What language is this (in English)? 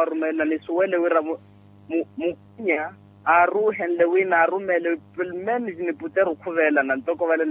Makhuwa